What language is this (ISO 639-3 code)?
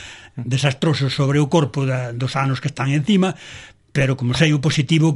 glg